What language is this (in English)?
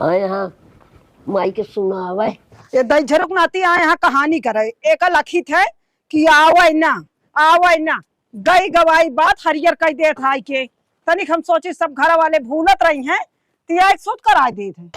Awadhi